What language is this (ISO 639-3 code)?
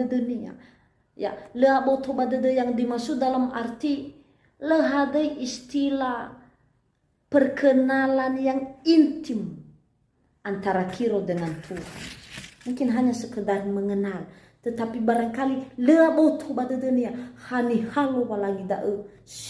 nia